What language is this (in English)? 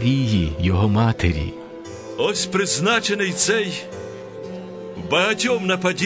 Ukrainian